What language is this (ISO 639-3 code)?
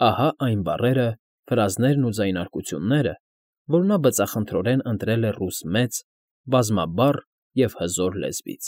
hye